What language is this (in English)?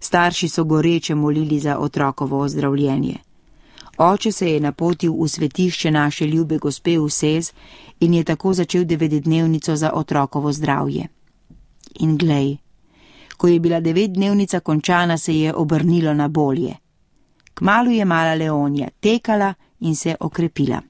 Slovenian